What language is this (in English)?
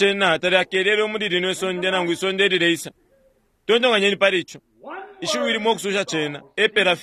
Bemba